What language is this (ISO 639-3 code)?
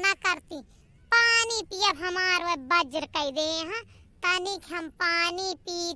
awa